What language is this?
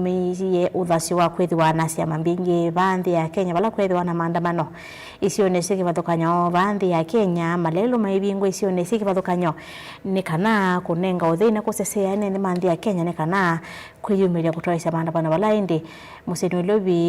Kamba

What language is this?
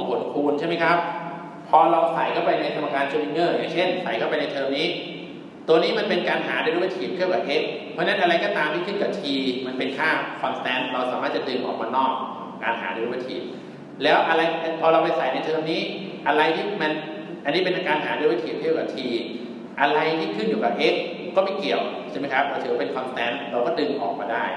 Thai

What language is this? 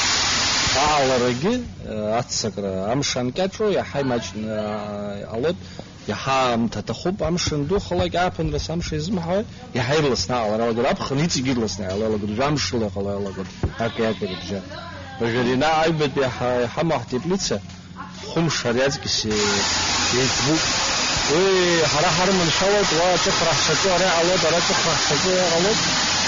Abkhazian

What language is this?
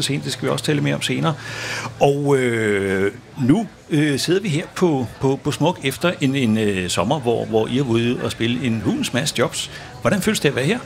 Danish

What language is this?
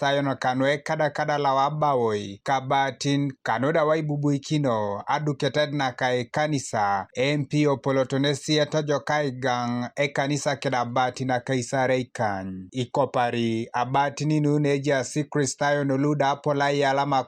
Teso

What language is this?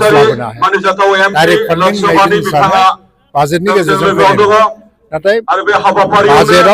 Bodo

